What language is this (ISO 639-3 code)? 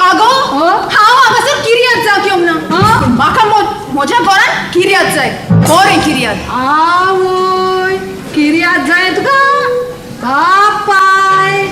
kok